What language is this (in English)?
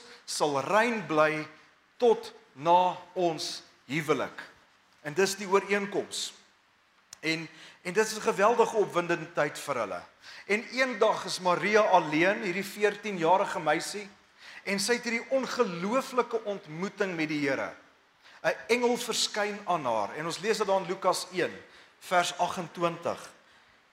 Afrikaans